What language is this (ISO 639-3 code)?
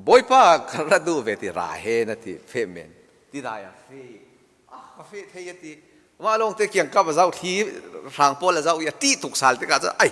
cfm